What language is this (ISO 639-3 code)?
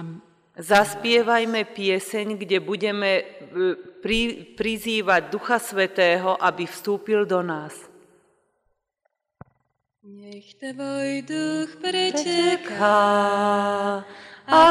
slk